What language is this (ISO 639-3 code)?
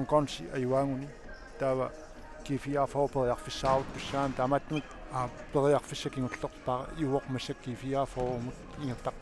kal